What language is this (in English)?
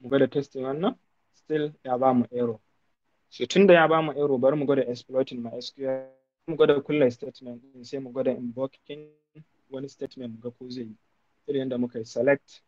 Hausa